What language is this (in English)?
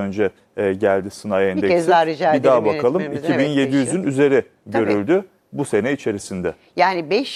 Turkish